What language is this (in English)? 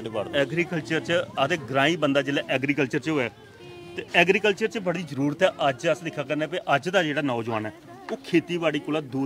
Dogri